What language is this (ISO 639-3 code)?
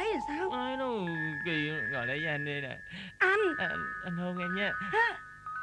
vie